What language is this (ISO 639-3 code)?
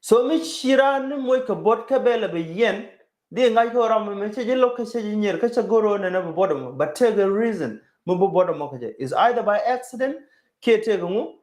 nus